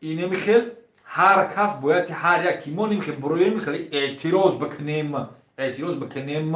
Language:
Tajik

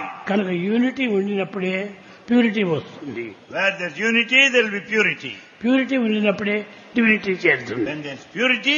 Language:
Telugu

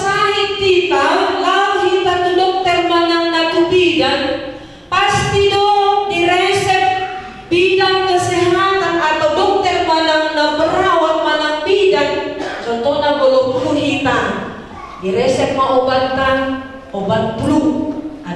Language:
Batak Toba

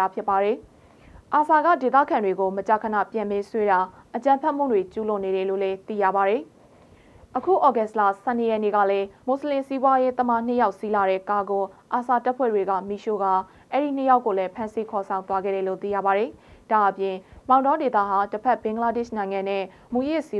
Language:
Burmese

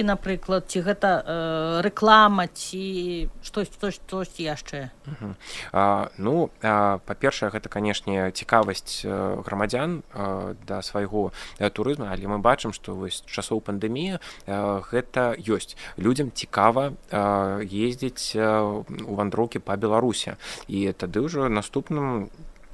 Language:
Belarusian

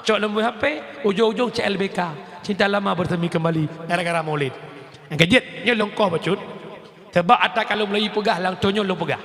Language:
Achinese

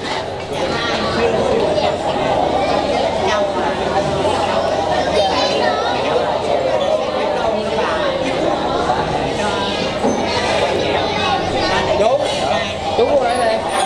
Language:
Vietnamese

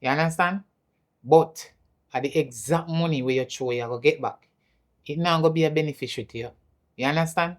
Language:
Jamaican Creole English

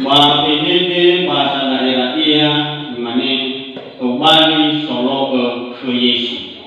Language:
Nias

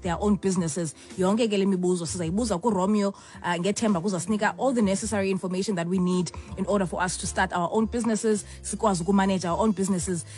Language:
Xhosa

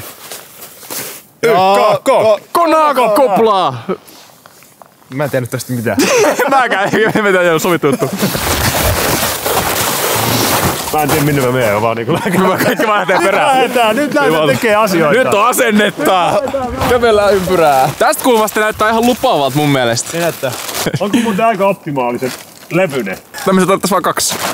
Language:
Finnish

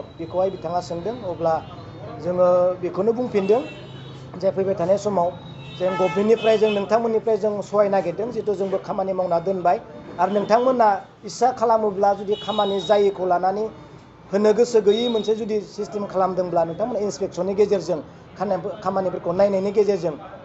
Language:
Bodo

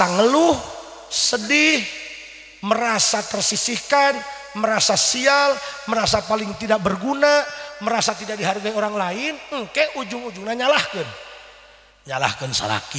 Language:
Sundanese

